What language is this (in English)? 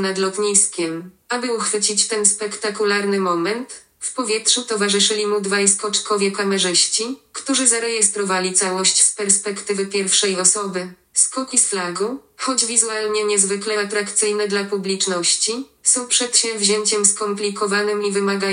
Polish